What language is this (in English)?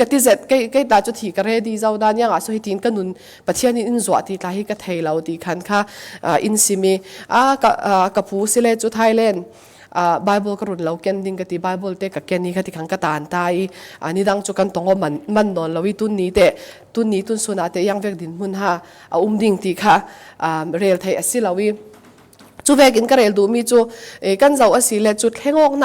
Falam Chin